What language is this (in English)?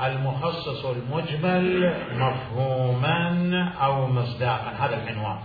Mesopotamian Arabic